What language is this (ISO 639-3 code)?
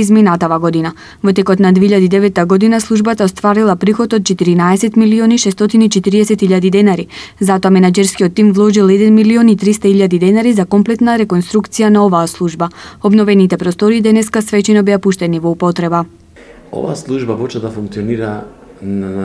mkd